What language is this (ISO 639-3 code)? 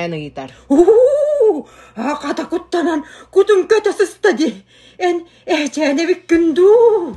sah